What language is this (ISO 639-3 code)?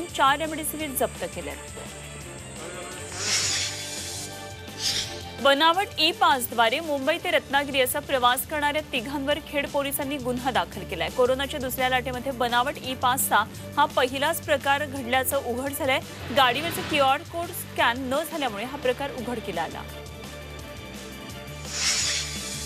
mar